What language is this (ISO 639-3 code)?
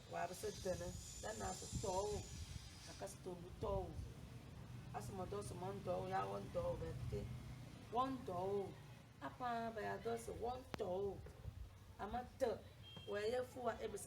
kdh